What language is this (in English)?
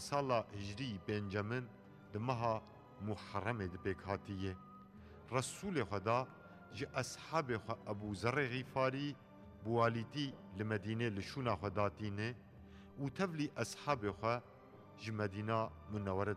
Kurdish